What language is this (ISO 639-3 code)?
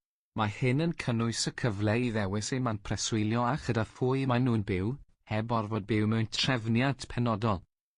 cym